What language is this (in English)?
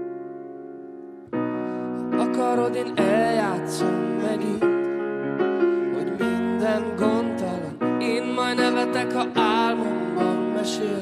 Hungarian